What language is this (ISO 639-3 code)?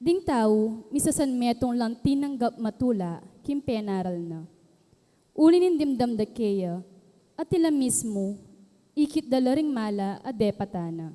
pam